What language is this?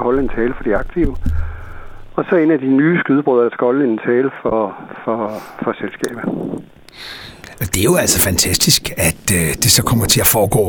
Danish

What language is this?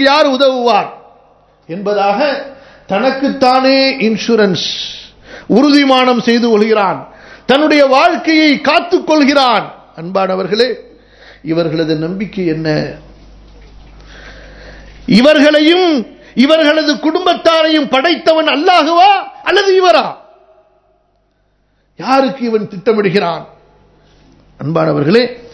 Tamil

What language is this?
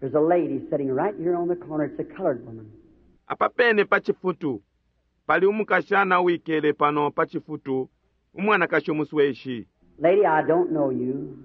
Bemba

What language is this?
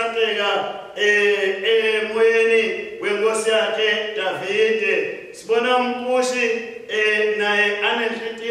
Swati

